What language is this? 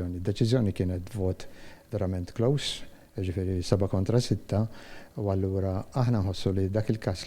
Maltese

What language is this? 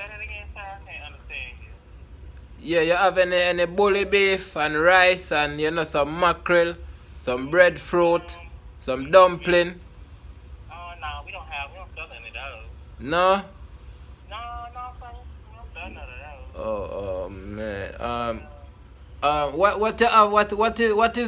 Jamaican Creole English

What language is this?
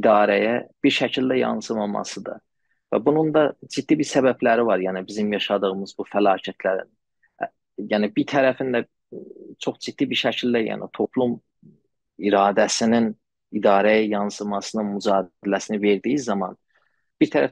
South Azerbaijani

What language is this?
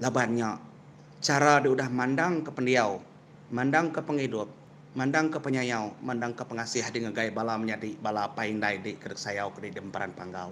Iban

